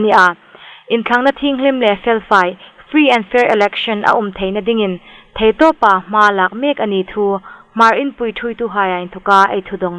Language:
Hmar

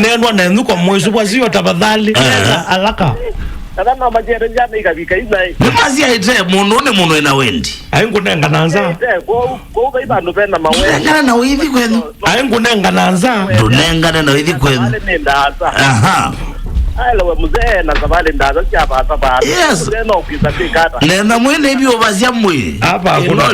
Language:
Kamba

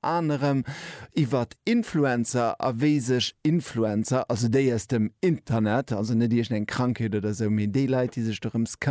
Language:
Luxembourgish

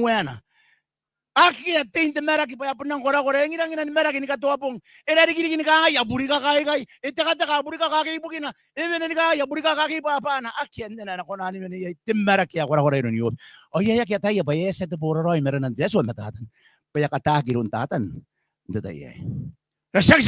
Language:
Gilbertese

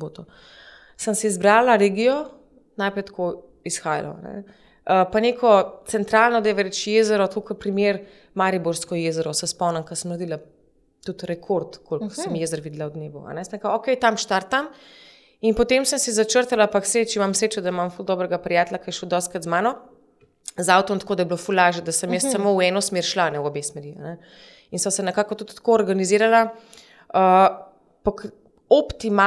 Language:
Slovenian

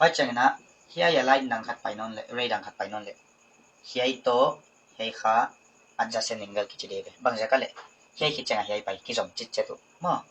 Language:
Paite Chin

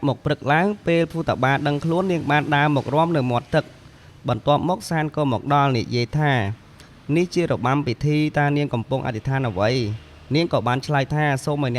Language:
Khmer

